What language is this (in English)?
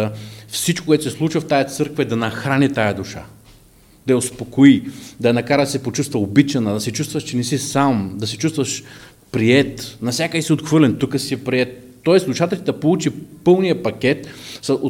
Bulgarian